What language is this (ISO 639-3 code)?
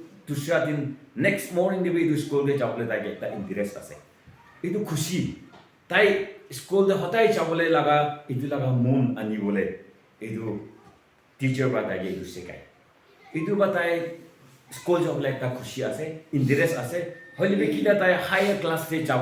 nag